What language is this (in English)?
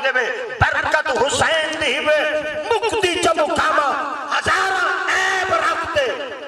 Saraiki